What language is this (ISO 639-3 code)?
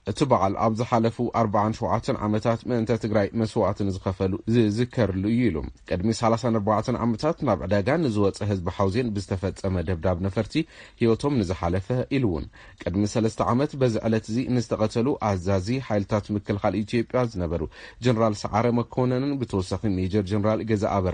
tir